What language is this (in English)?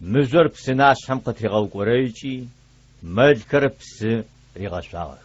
Adyghe